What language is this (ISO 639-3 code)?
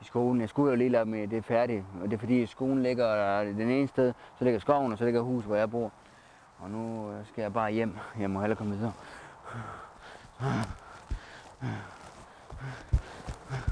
dan